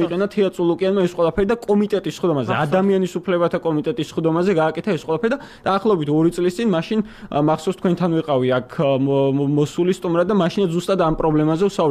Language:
Georgian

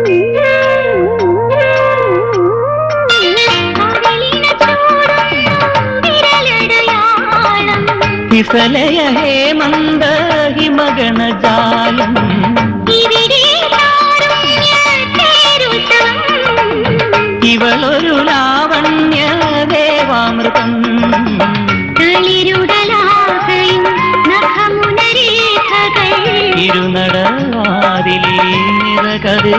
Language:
Malayalam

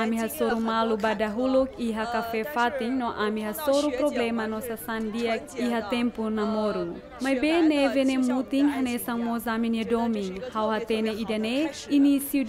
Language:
Tetum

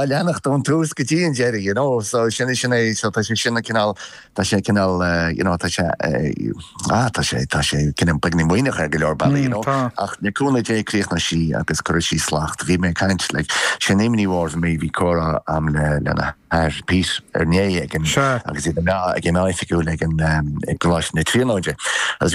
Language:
Irish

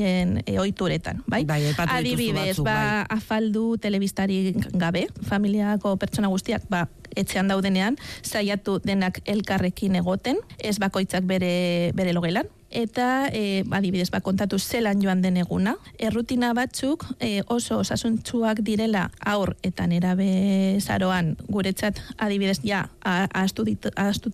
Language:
Basque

